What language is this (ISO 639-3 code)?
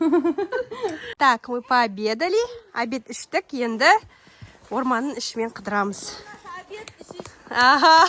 kaz